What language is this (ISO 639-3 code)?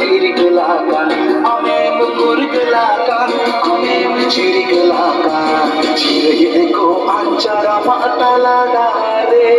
sat